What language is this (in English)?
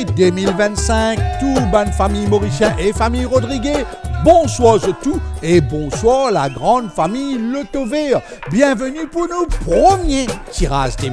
Morisyen